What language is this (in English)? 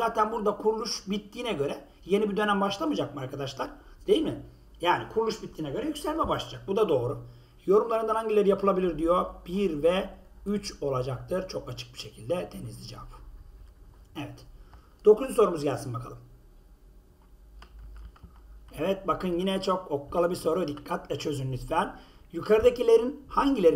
Turkish